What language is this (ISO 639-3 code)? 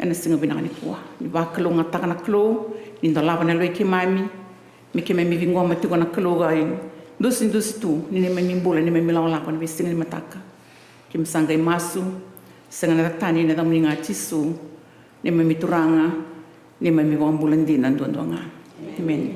fij